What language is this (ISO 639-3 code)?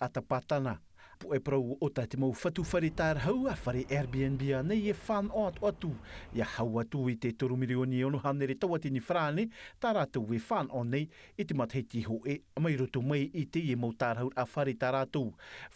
tah